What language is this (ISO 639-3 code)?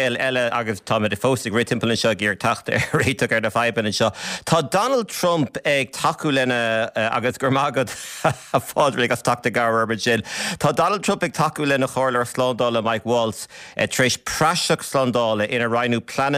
gle